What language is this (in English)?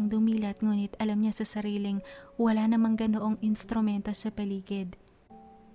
Filipino